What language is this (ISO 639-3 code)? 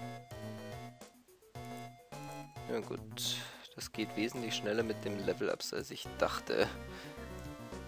deu